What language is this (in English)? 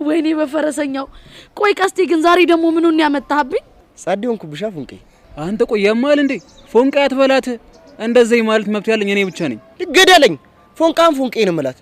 Amharic